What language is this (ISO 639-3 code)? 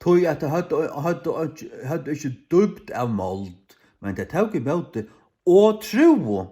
fao